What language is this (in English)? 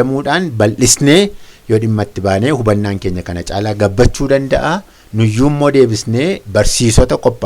Oromo